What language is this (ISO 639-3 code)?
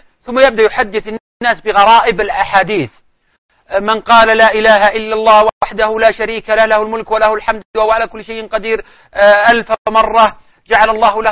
ara